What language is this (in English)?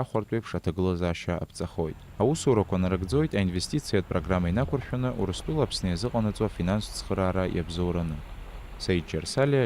Abkhazian